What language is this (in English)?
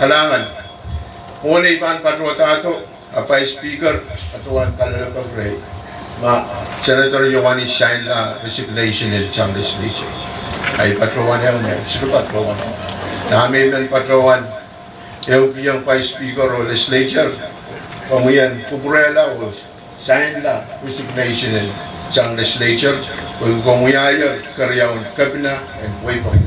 Pohnpeian